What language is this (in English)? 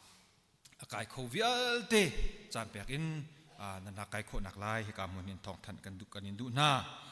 Hakha Chin